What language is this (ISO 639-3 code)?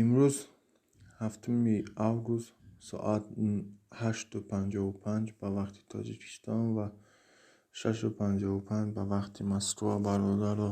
tgk